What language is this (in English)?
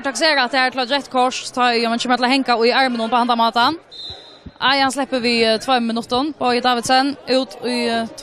Faroese